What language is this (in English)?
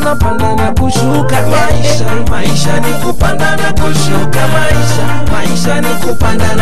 Swahili